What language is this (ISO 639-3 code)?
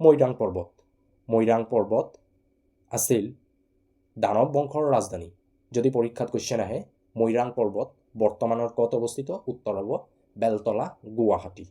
asm